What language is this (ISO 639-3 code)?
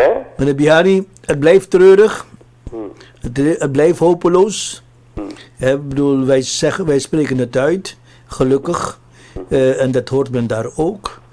nld